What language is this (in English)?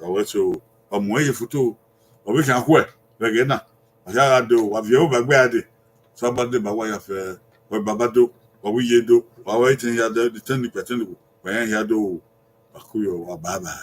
Bini